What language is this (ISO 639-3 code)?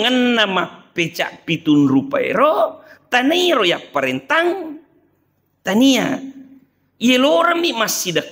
bug